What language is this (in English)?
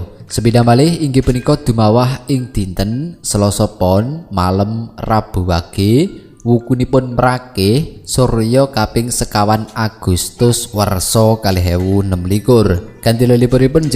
Javanese